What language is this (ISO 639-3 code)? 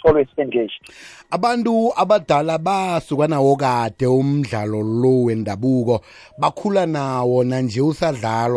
nbl